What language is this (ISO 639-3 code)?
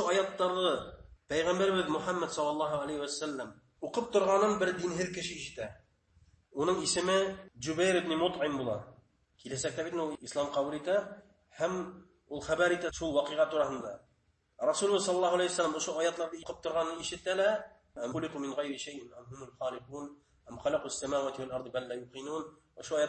bak